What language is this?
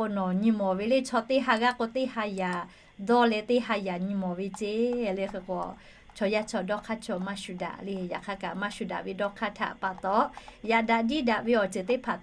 Lahu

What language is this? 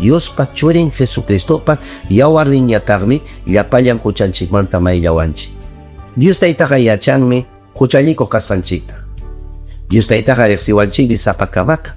Ayacucho Quechua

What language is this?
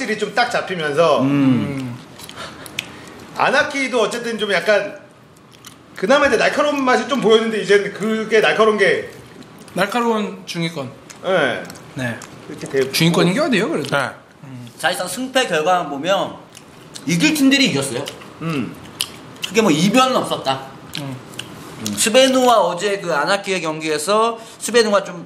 Korean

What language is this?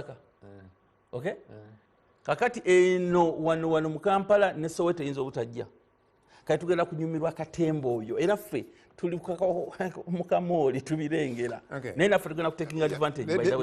Ganda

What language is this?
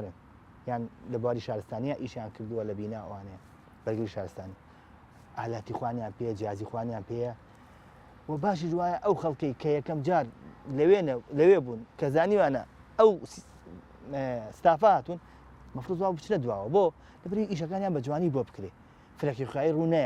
Central Kurdish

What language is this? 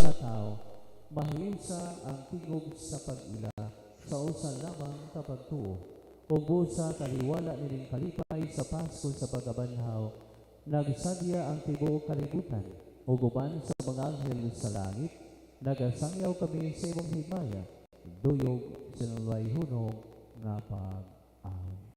Cebuano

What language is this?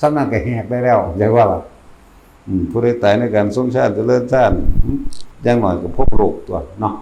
Northeastern Thai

